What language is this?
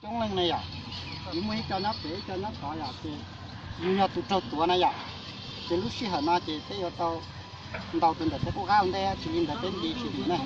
Hmong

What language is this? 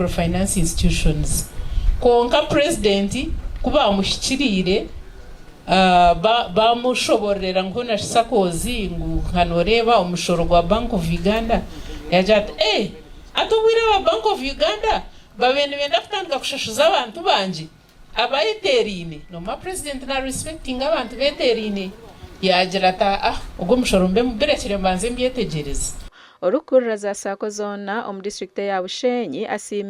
Nyankole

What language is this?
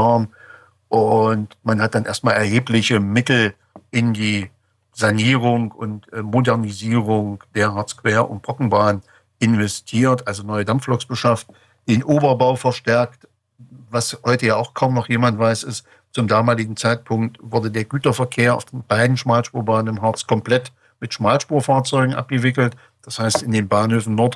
German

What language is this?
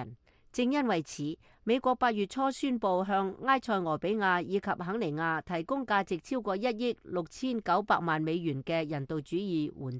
Cantonese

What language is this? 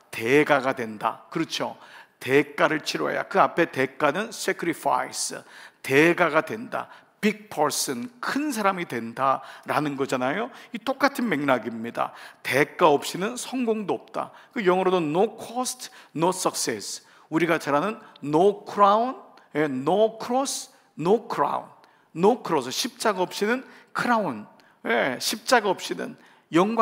Korean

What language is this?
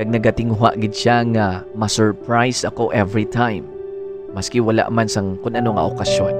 Hiligaynon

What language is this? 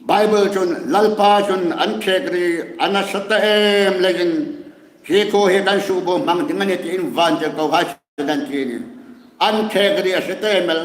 Hmar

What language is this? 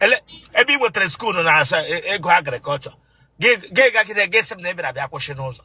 Igbo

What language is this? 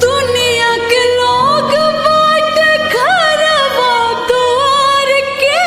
Maithili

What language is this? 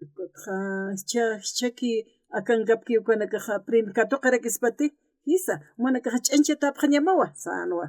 Aymara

